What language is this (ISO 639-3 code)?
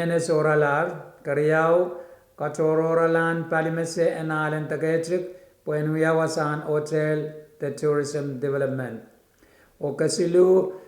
pon